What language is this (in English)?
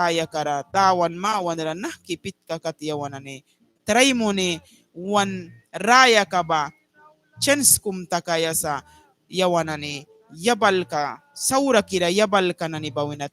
Mískito